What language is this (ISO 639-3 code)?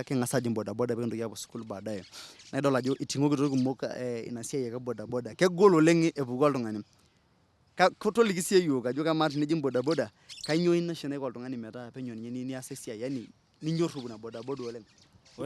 mas